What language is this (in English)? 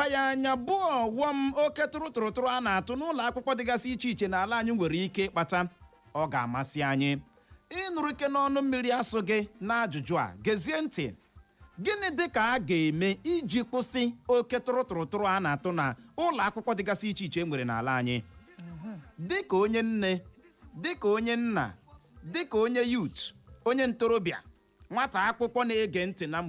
Igbo